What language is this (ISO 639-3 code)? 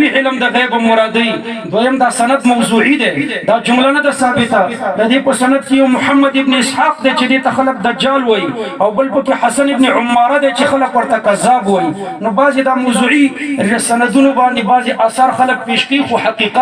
pus